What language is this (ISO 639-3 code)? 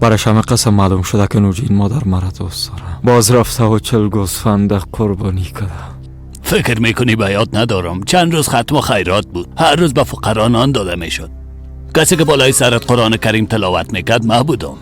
fas